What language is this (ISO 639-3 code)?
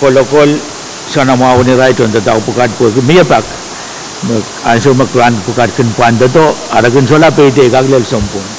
pon